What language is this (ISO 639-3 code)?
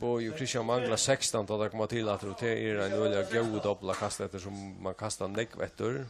fao